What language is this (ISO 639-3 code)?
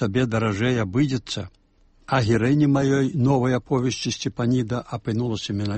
bel